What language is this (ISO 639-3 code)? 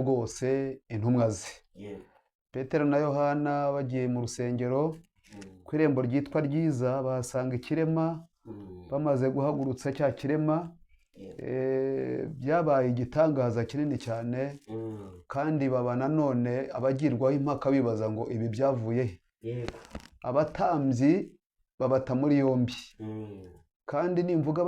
kin